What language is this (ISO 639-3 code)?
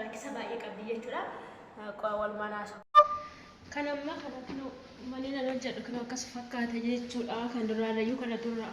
orm